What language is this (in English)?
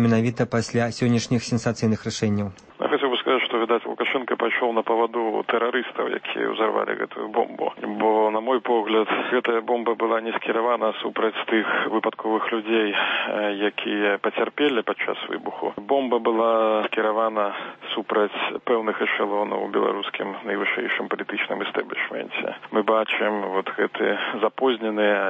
Belarusian